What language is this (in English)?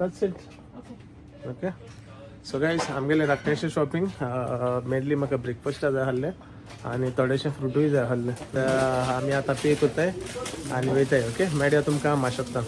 Konkani